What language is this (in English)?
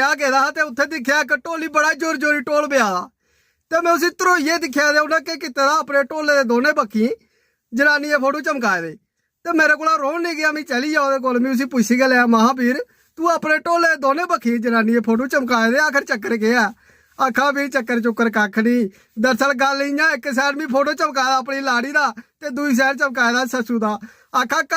Dogri